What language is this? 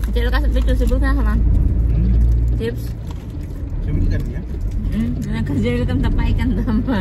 Santali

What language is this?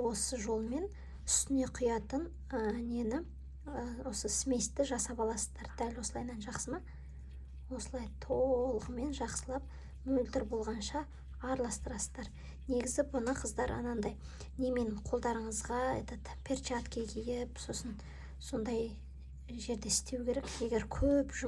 Kazakh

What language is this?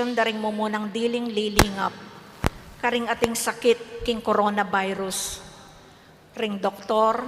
Pampanga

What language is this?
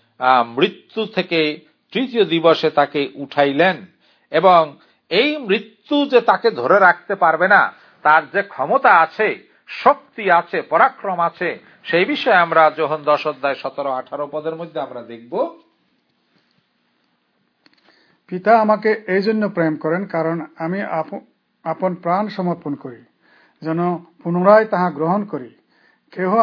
Bangla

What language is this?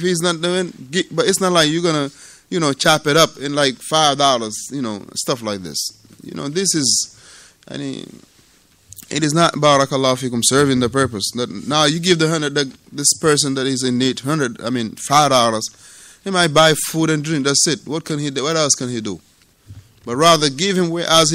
English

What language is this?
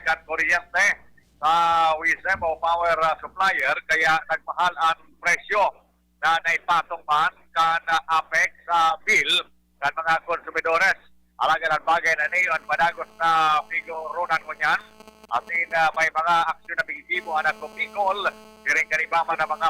Bikol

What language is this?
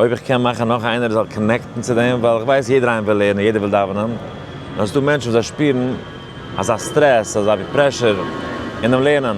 Yiddish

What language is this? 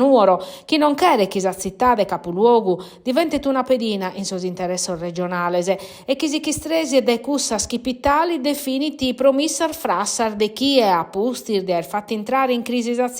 Sardinian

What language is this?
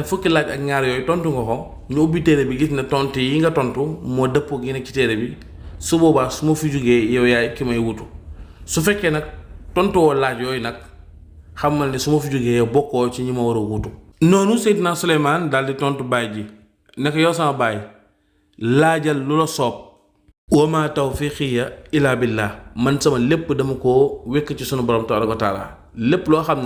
Wolof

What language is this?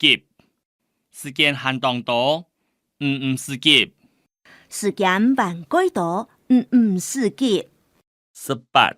Hakka Chinese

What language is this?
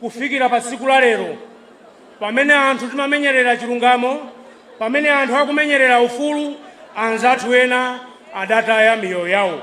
Nyanja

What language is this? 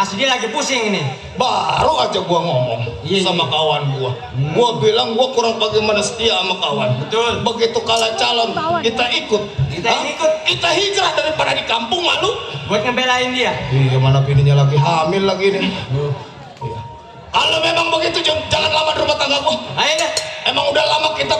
Betawi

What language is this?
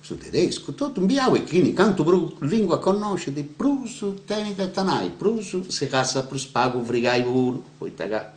Sardinian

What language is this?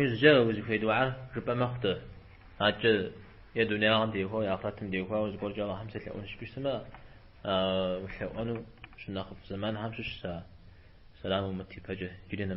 Kabardian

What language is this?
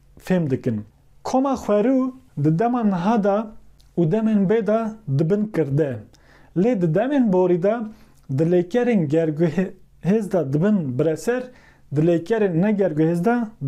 Kurdish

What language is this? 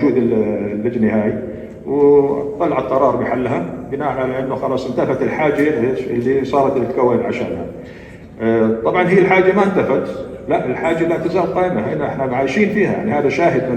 North Levantine Arabic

